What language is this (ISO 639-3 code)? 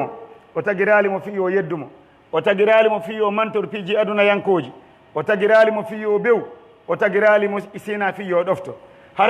fuf